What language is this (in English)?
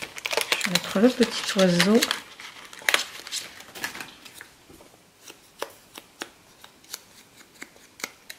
French